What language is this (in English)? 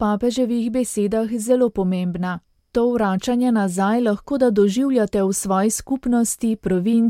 Slovenian